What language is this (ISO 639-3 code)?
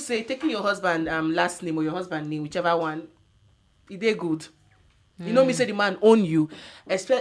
pcm